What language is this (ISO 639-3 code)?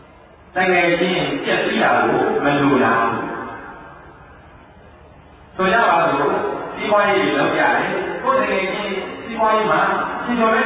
mya